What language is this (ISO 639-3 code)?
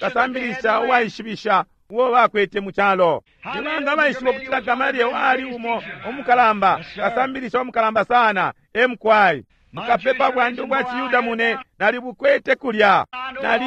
bem